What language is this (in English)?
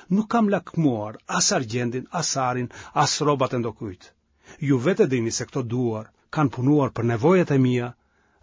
Albanian